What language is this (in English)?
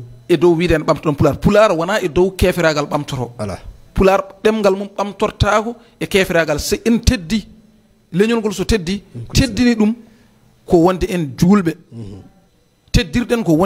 Fula